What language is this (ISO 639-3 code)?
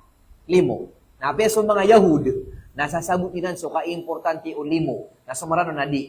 mrw